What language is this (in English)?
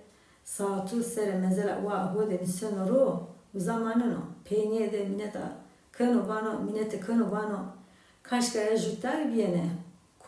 Zaza